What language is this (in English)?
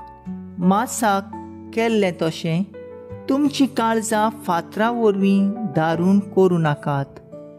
Konkani